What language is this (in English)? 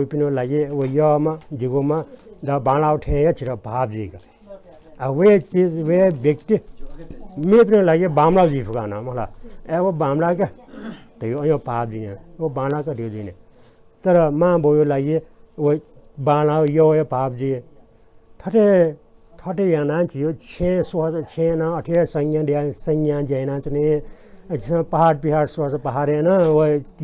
Newari